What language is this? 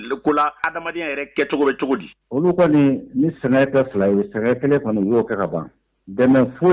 Bambara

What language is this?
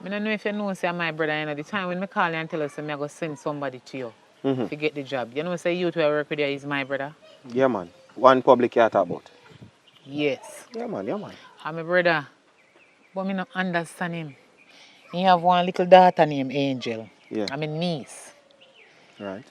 Jamaican Creole English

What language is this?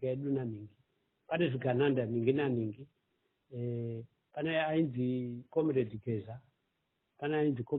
Shona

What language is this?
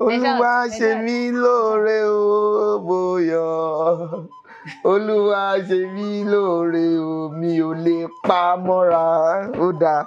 Yoruba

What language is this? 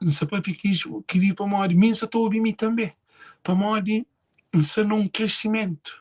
Kabuverdianu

